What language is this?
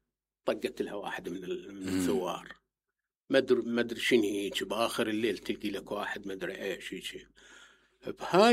Mesopotamian Arabic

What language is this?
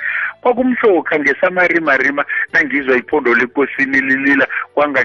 South Ndebele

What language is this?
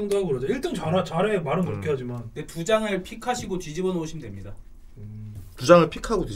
Korean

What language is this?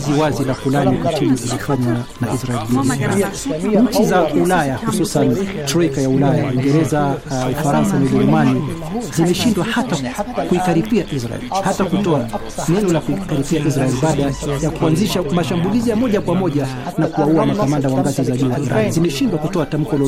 Swahili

